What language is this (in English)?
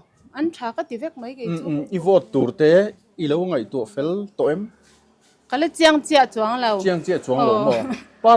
Mizo